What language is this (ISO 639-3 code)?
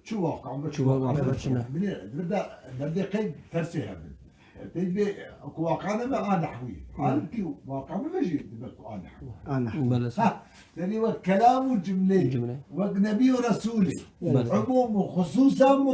kur